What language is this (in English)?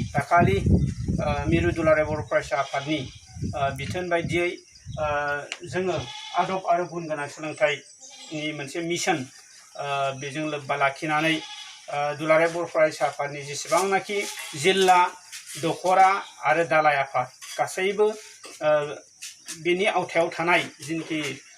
Bodo